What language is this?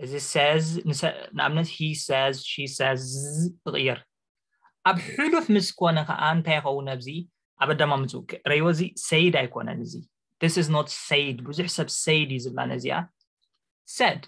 Tigrinya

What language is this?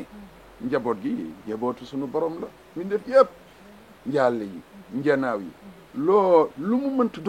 Wolof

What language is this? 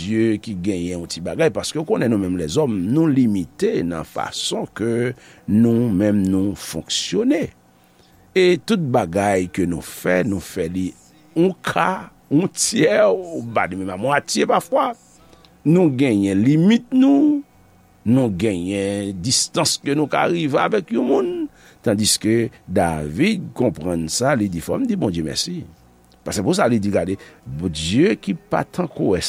Haitian Creole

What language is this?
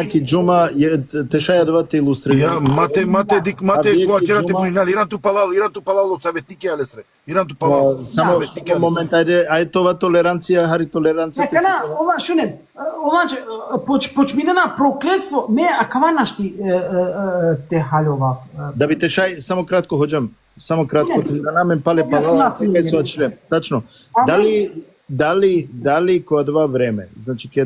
Balkan Romani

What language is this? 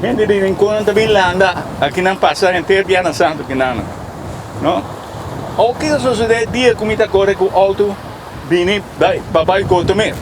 Papiamento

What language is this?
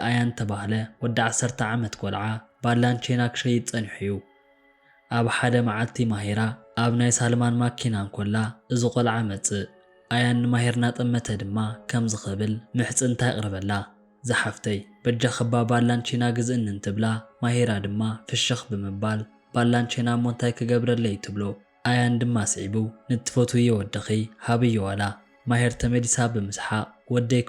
Tigrinya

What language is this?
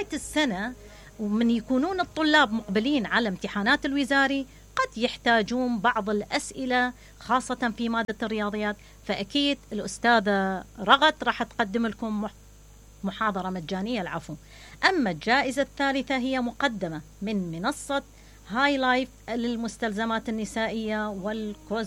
Mesopotamian Arabic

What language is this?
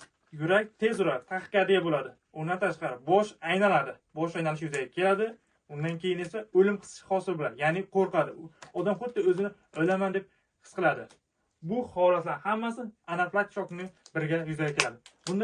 Uzbek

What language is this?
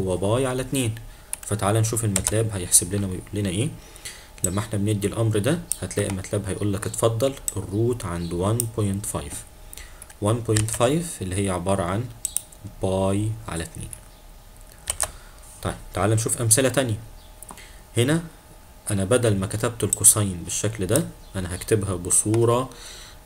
Egyptian Arabic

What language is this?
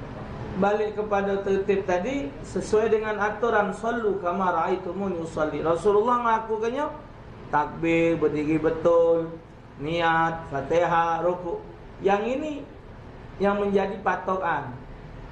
Musi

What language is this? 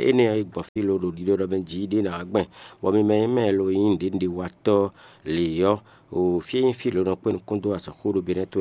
Fon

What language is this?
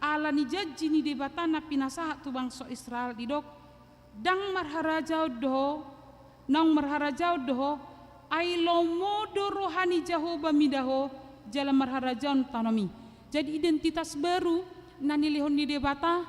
Batak Toba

